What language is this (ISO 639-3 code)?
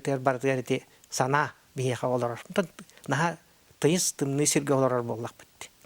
sah